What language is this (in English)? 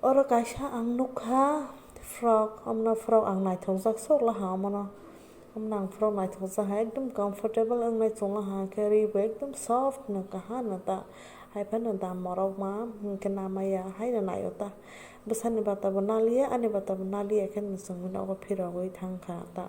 Kok Borok